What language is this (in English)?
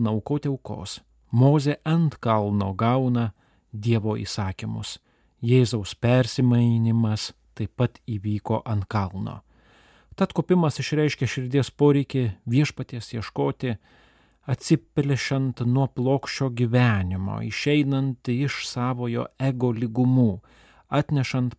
Lithuanian